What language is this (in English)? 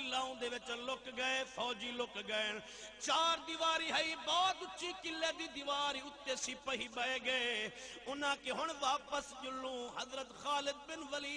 Saraiki